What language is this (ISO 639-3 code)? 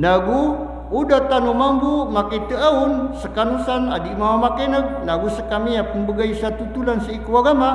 mrw